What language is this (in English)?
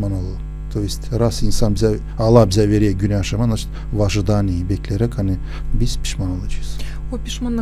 Gagauz